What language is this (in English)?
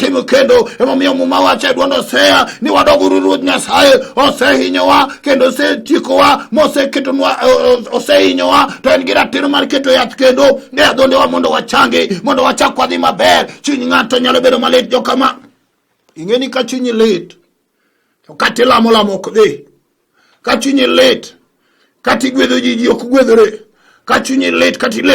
Luo (Kenya and Tanzania)